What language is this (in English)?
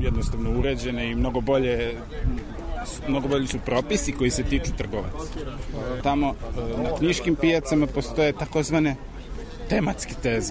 Serbian